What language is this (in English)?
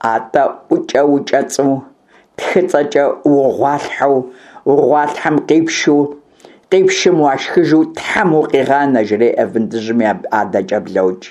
Kabardian